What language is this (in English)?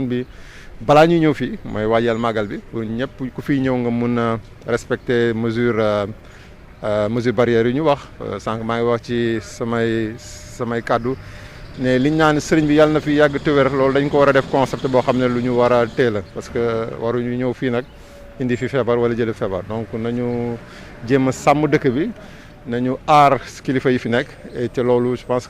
Wolof